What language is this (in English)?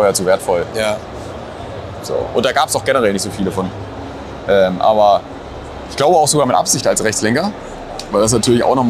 German